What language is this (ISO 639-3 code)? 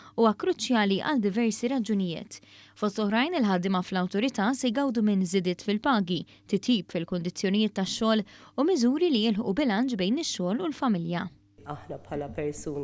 mlt